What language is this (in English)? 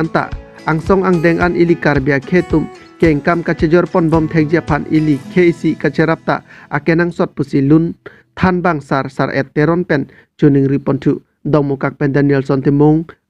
Karbi